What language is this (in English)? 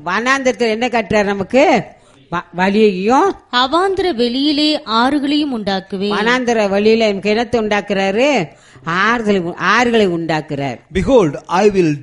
Tamil